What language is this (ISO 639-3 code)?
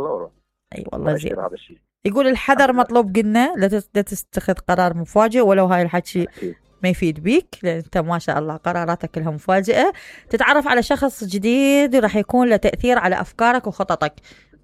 acm